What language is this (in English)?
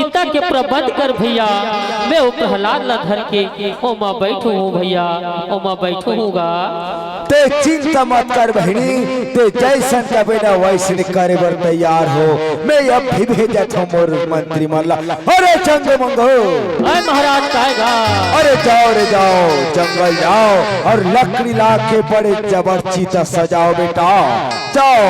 Chhattisgarhi